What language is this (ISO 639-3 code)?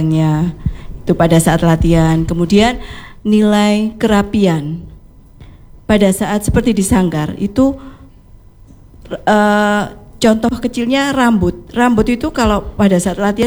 ind